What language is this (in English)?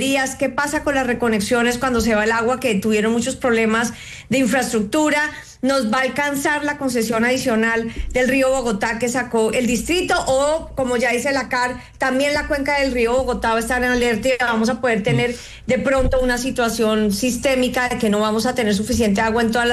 Spanish